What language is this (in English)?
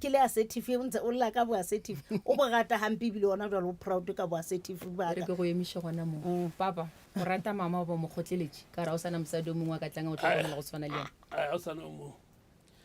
Northern Sotho